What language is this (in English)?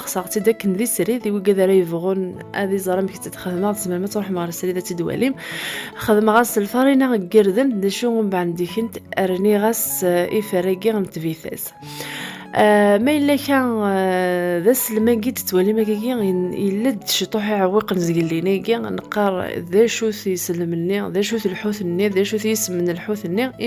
Kabyle